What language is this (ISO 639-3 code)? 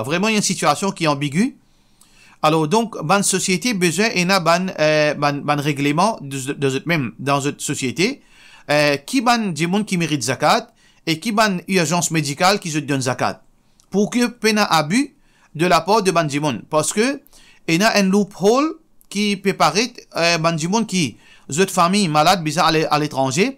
mfe